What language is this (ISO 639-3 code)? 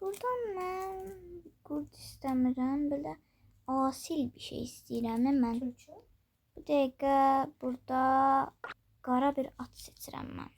aze